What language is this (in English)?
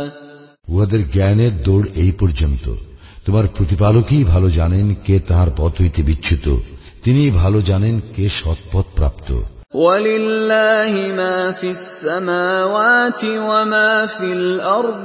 Bangla